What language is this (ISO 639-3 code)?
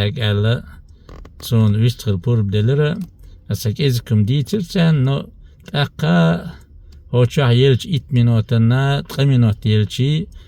che